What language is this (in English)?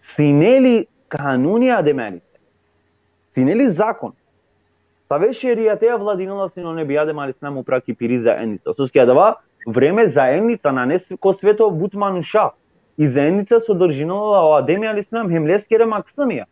Balkan Romani